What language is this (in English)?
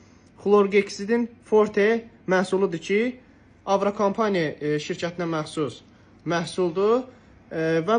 Azerbaijani